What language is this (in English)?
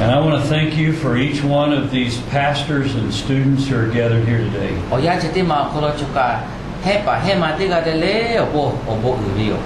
Lahu